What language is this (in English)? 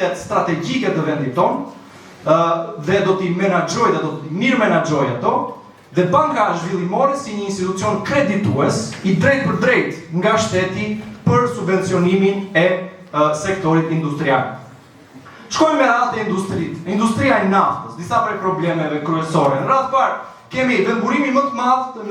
Albanian